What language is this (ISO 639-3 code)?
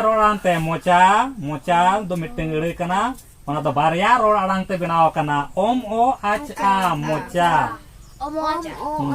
sat